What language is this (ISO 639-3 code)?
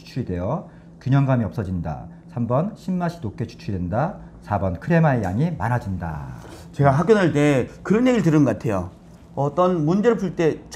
kor